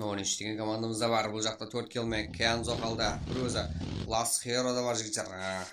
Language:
Kara-Kalpak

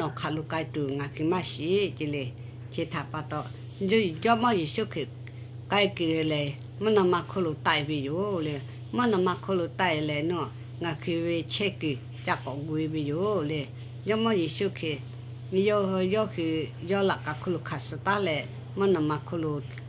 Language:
Lahu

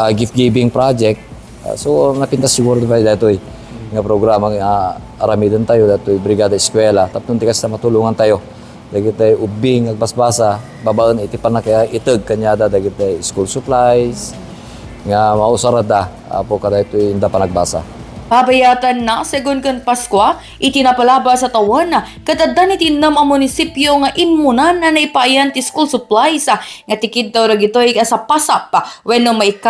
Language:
Iloko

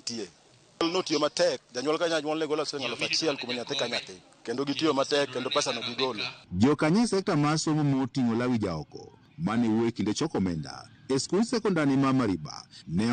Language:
Luo (Kenya and Tanzania)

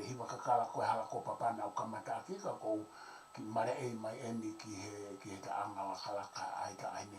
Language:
Tongan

